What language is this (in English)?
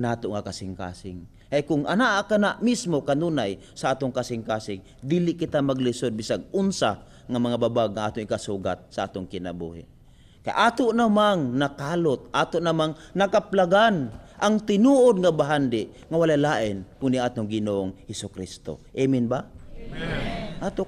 Cebuano